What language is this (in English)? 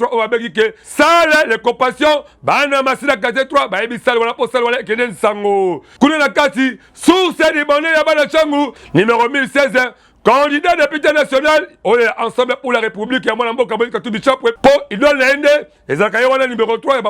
Lingala